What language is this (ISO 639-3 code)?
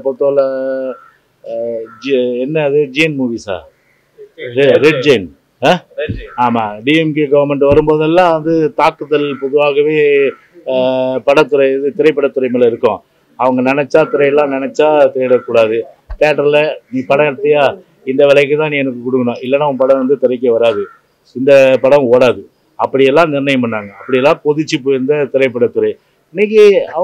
tam